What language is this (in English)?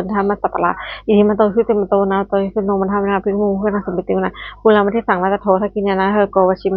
Pali